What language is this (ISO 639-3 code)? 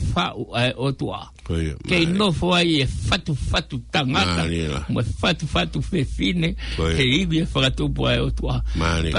ton